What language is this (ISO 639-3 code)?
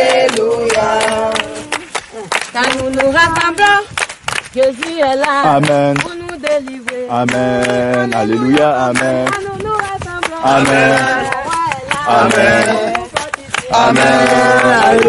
fra